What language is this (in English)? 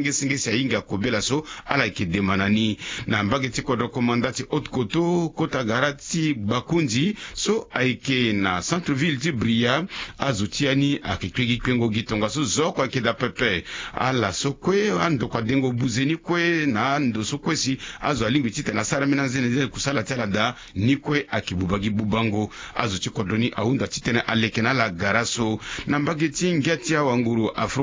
Sango